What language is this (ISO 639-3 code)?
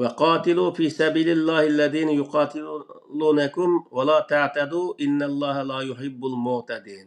uig